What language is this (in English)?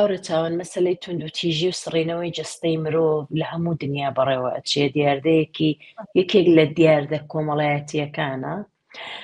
Central Kurdish